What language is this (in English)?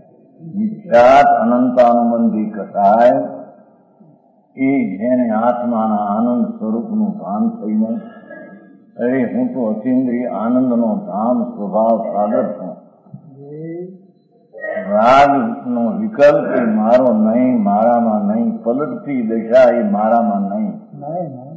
Gujarati